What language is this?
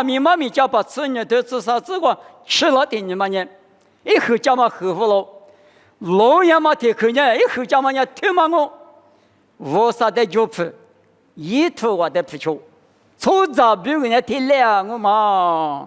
Lisu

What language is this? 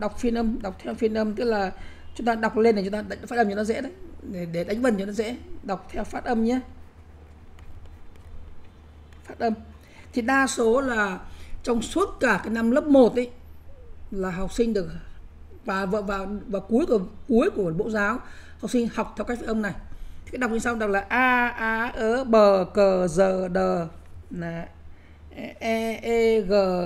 Vietnamese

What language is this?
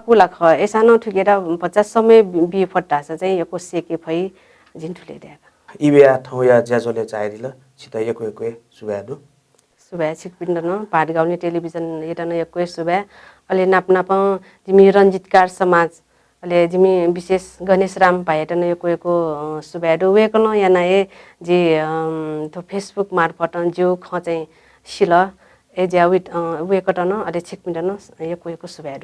Newari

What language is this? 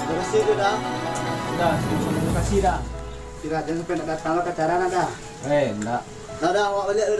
Minangkabau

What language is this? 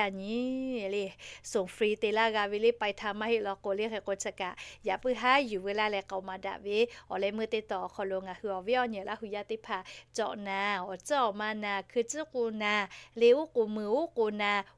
Lahu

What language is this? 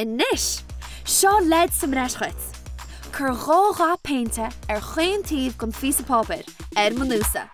Irish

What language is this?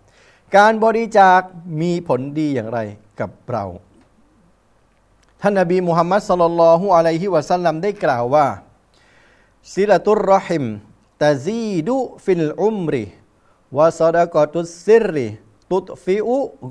Thai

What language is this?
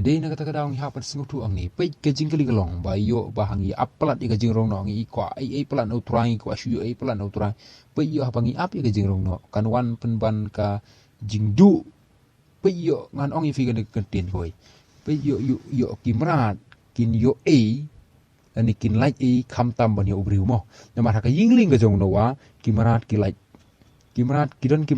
Khasi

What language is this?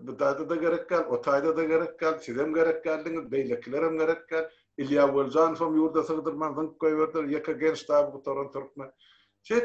Turkmen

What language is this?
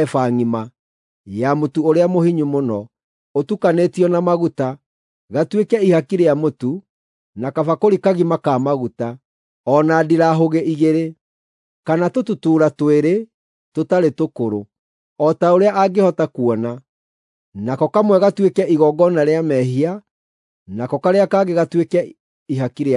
Kikuyu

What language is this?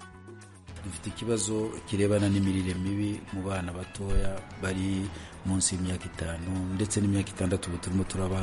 Kinyarwanda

